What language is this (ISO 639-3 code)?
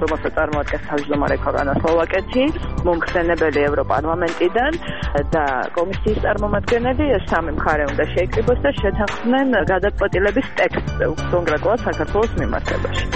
kat